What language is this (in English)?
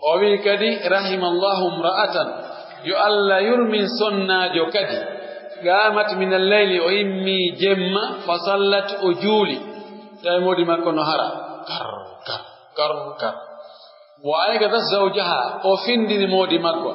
Pular